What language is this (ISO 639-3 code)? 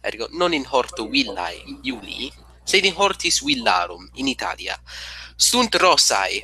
lat